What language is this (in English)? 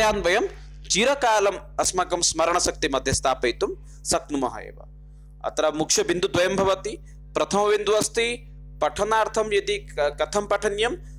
Sanskrit